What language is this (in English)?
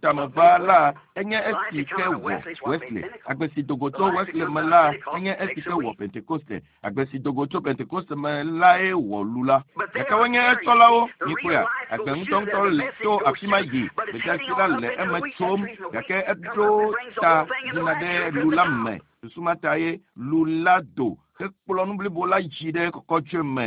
Ewe